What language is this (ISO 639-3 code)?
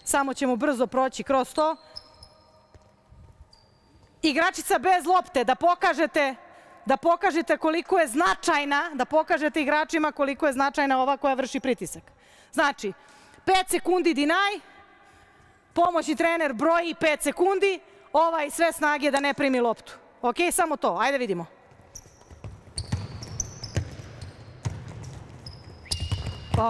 srp